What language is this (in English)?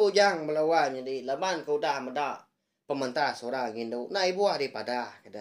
Iban